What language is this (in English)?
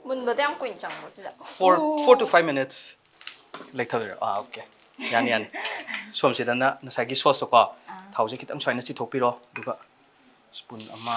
Manipuri